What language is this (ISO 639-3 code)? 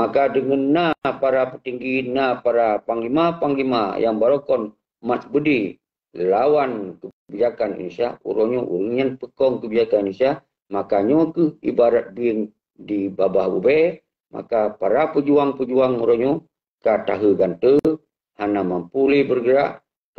ace